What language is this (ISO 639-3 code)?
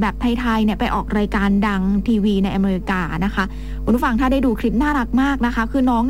tha